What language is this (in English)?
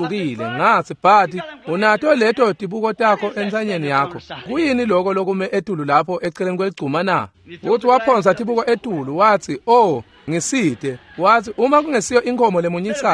Swati